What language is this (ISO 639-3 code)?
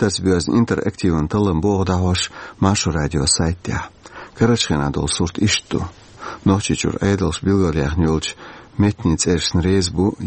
che